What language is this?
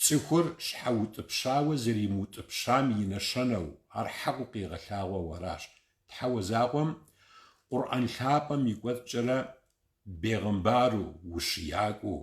Kabardian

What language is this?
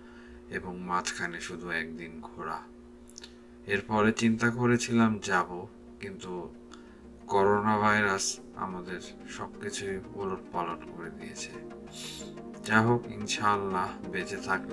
Bangla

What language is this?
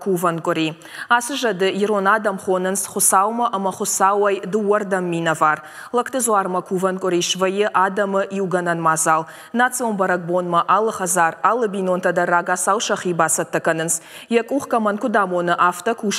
Ossetic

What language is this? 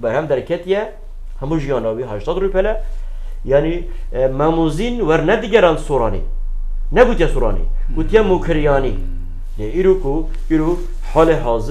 Kurdish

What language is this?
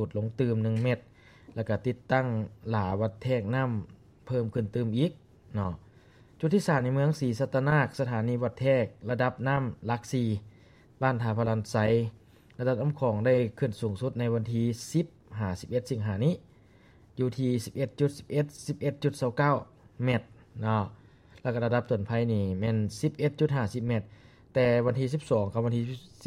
Lao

